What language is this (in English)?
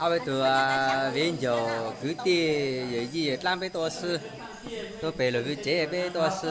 Hmong